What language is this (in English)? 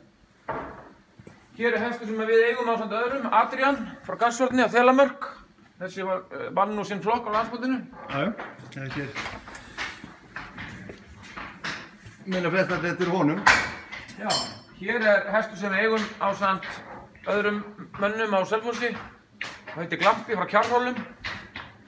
Icelandic